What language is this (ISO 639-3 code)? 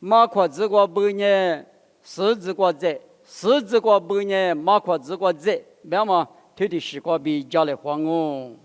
lis